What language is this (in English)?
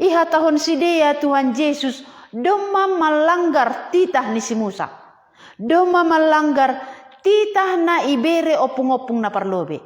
Batak Simalungun